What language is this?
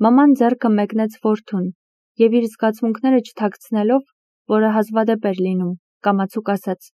Armenian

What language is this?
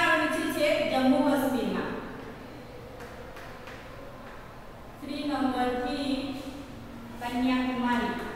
Gujarati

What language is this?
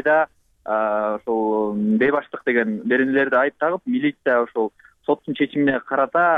Kyrgyz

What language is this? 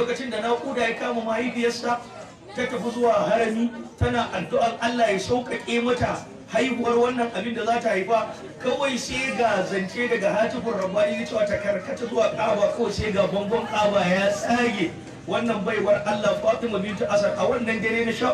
Hausa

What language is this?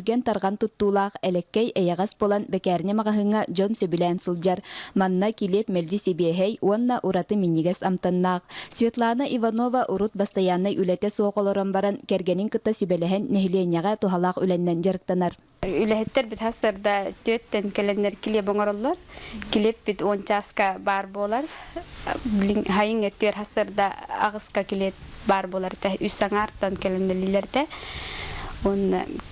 Yakut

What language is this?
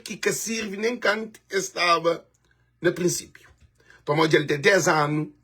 Kabuverdianu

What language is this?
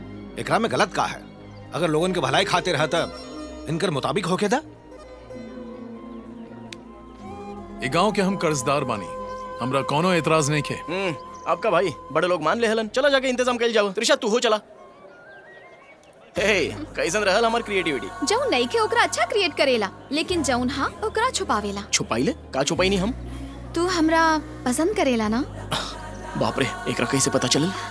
Bhojpuri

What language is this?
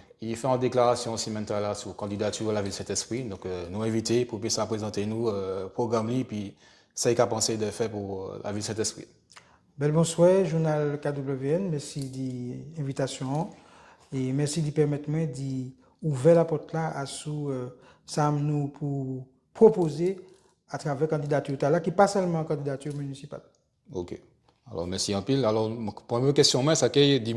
Guadeloupean Creole French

